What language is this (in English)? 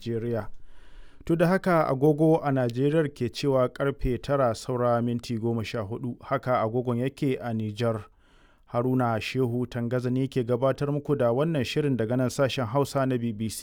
Hausa